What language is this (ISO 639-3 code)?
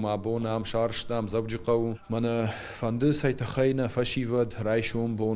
oss